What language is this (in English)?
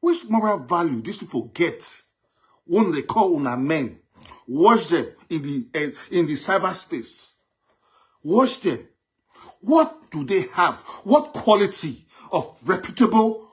Nigerian Pidgin